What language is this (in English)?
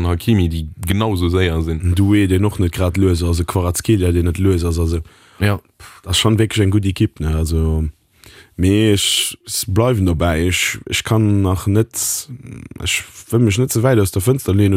Luxembourgish